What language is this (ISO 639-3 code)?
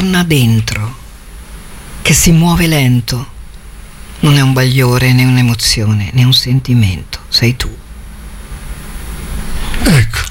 ita